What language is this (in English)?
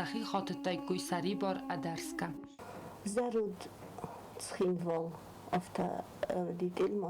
Ossetic